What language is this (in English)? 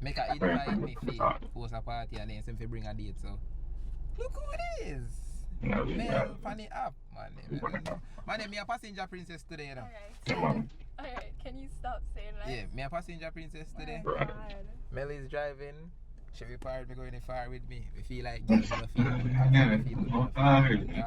Jamaican Creole English